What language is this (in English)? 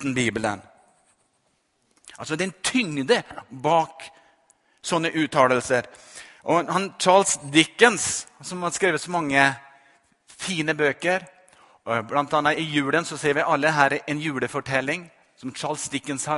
Norwegian